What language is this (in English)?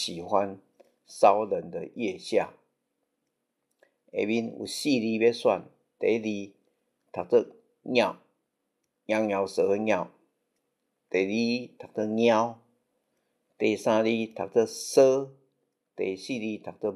Min Nan Chinese